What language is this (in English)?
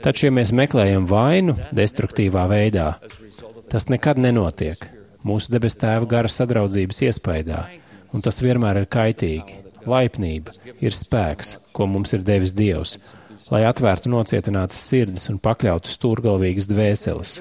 Latvian